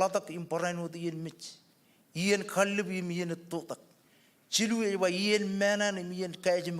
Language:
Marshallese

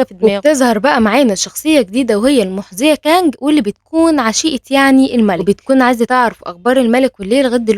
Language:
Egyptian Arabic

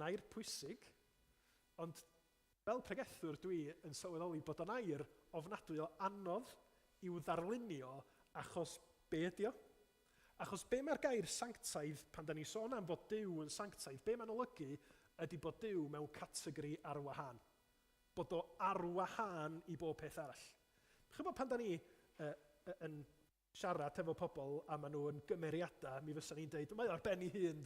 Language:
Welsh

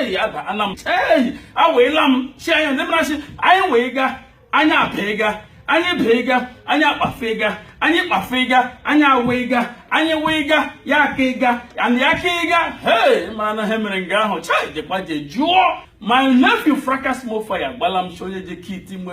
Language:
Igbo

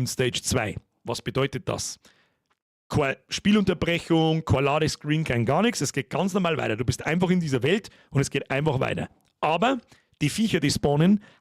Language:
Bavarian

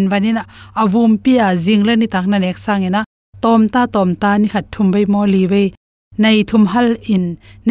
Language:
Tedim Chin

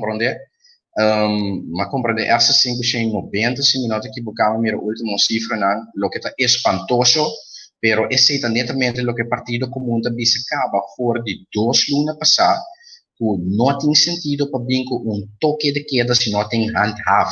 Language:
Papiamento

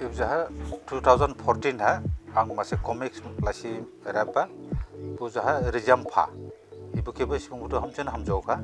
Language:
Dimasa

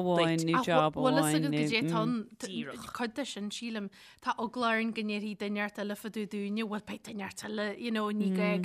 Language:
Irish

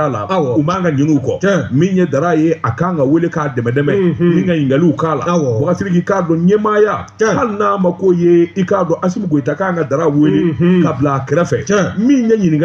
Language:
Bambara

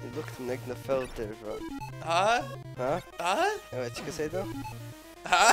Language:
Faroese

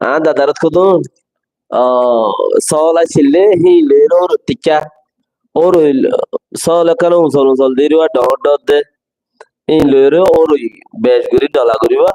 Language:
Rohingya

